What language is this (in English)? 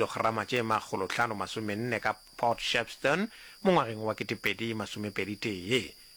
Northern Sotho